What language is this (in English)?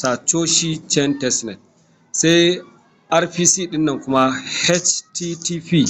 Hausa